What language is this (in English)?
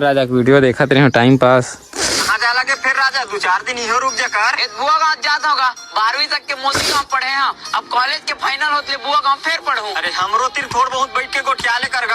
Chhattisgarhi